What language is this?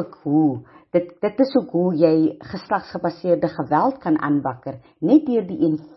Afrikaans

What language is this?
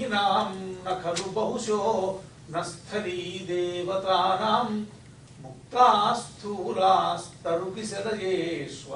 Sanskrit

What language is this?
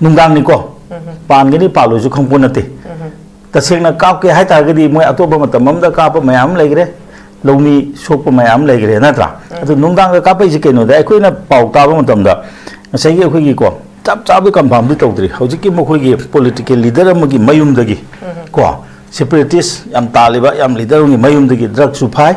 Manipuri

